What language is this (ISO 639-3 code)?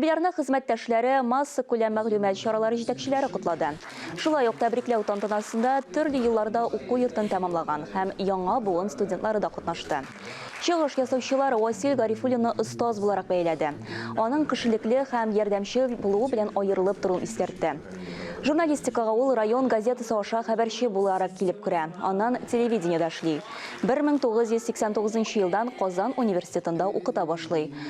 tat